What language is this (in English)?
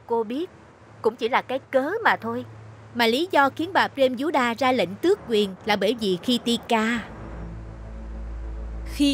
Vietnamese